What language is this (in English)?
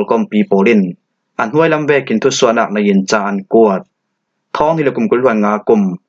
Falam Chin